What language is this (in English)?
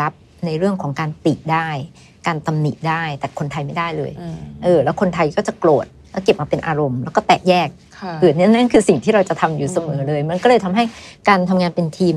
Thai